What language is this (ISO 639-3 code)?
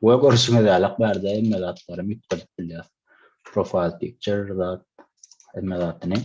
tuk